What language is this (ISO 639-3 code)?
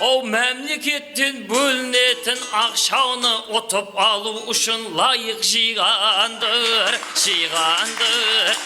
kaa